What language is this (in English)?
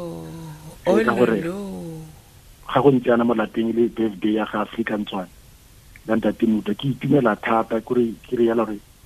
Tswana